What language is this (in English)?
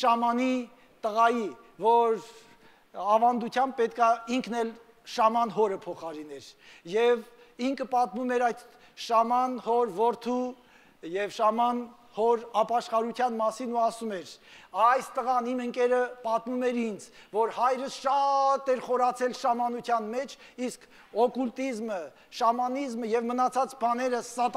Armenian